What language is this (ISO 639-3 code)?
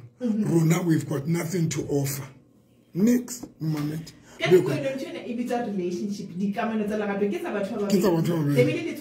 sot